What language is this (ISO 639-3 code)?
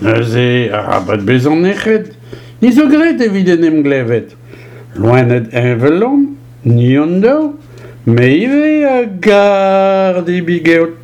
bre